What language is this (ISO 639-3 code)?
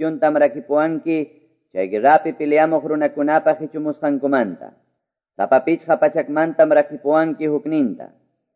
que